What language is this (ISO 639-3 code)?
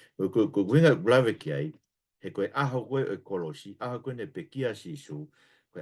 ton